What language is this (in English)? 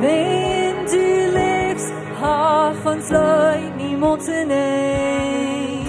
Plautdietsch